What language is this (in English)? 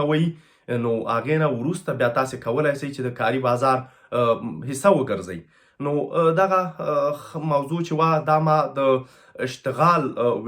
Pashto